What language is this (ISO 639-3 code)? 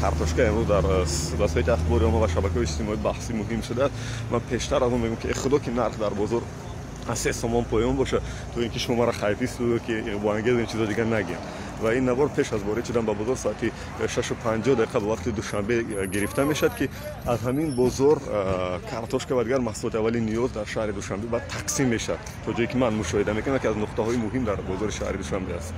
tgk